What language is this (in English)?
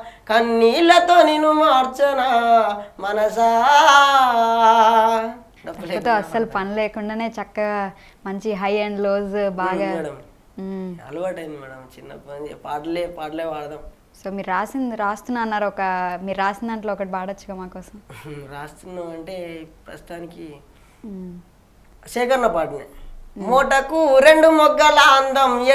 Telugu